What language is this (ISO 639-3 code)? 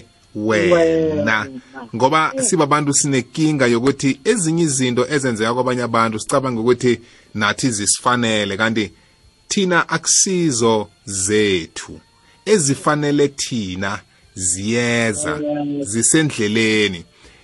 nbl